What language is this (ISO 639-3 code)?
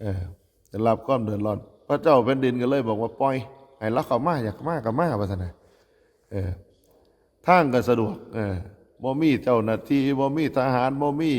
tts